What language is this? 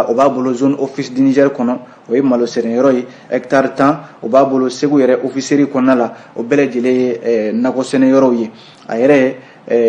Bambara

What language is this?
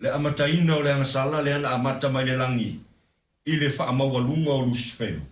Samoan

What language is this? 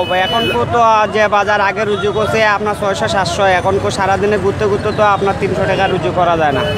Sylheti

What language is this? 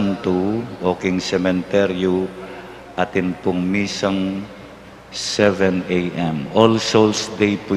Pampanga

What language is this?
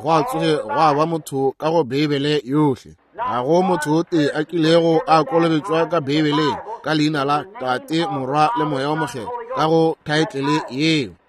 Northern Sotho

